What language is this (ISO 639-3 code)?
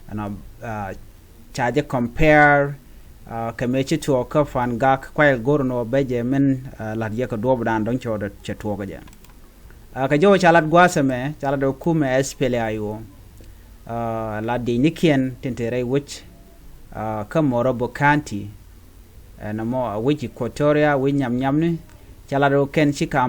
nus